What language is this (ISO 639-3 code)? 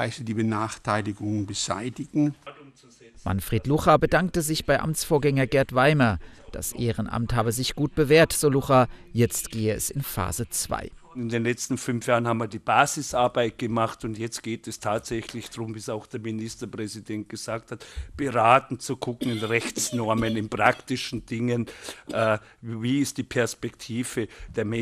deu